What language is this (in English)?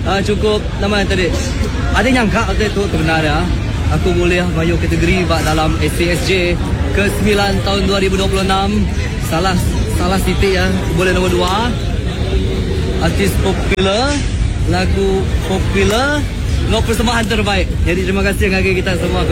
Malay